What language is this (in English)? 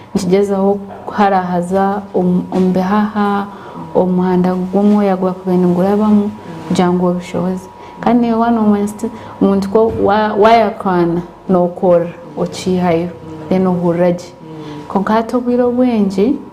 Nyankole